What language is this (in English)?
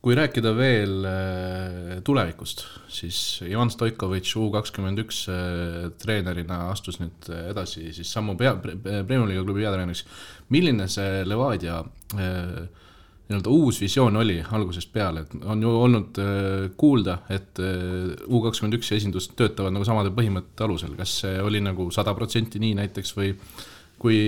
Estonian